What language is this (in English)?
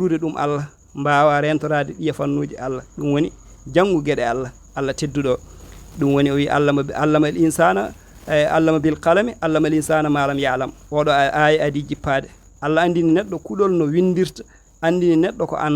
Fula